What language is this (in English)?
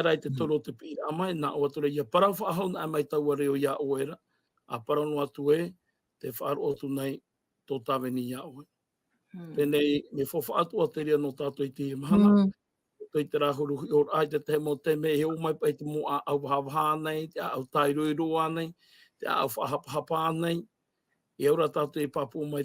Tahitian